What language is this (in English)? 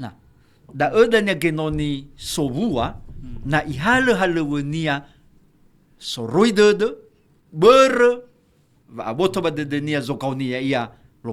Nias